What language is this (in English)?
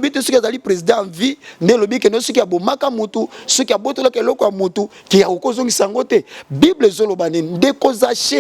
Lingala